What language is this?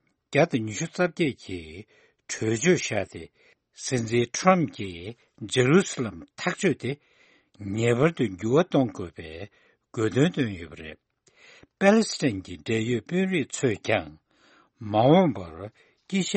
Tibetan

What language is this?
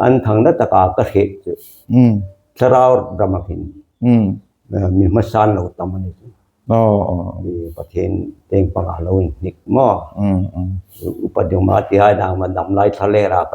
Hmar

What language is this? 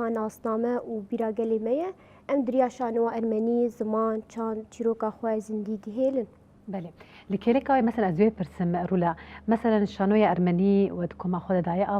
Kurdish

